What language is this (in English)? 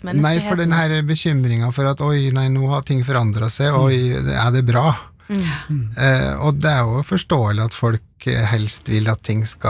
Norwegian